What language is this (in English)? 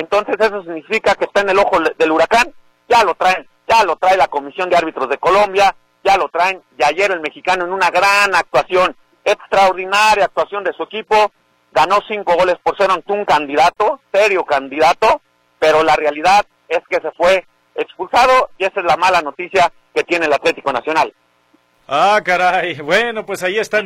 Spanish